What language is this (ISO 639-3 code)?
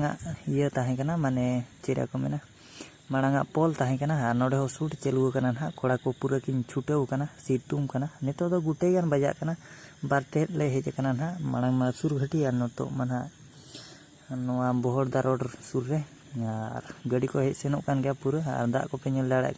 sat